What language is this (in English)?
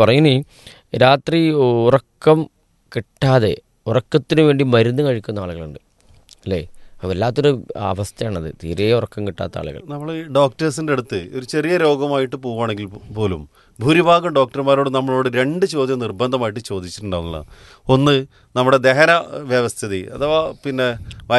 Malayalam